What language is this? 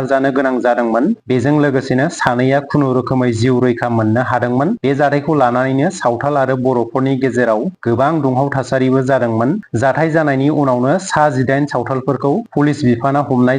Bodo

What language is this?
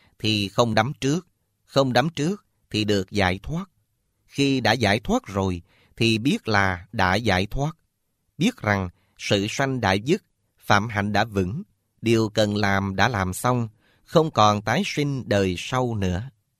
Vietnamese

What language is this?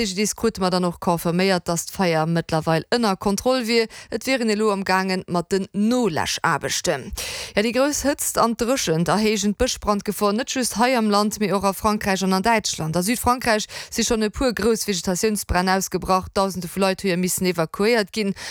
Luxembourgish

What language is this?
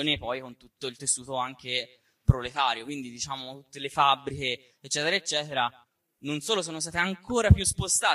Italian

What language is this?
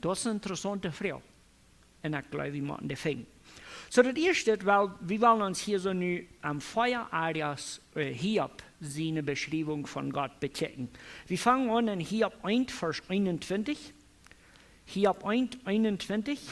Plautdietsch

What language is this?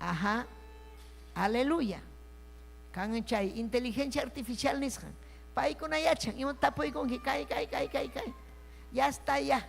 Ayacucho Quechua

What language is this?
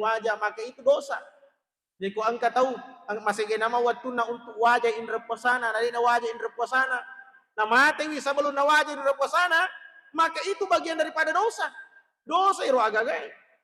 Buginese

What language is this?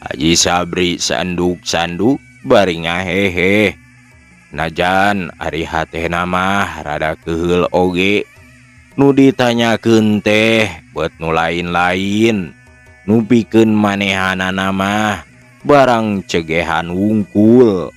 Sundanese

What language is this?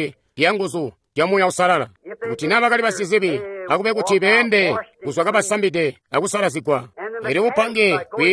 Tonga (Zambia)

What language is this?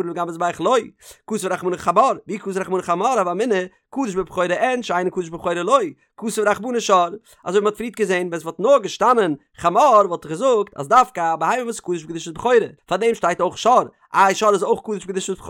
Yiddish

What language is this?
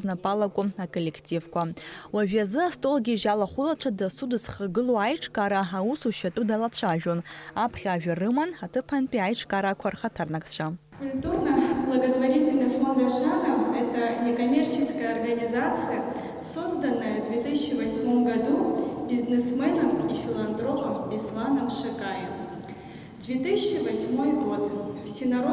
Abkhazian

